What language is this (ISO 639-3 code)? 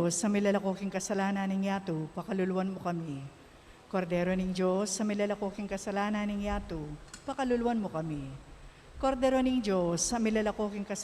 pam